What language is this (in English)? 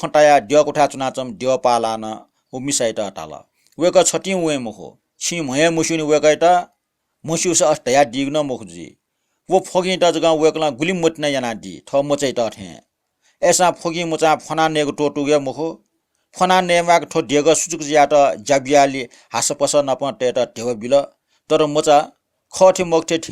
Newari